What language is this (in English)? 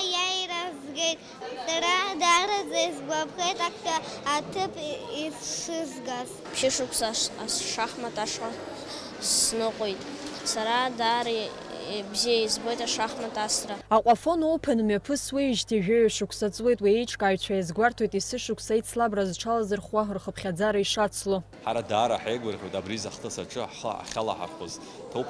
Abkhazian